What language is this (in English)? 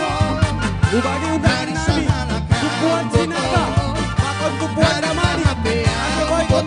Batak Simalungun